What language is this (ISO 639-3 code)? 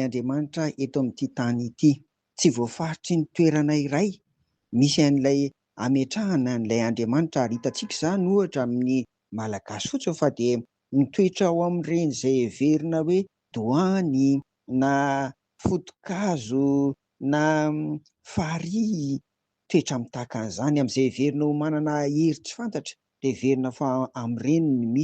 mlg